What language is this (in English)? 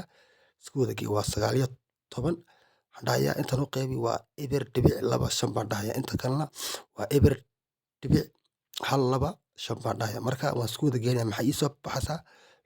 Somali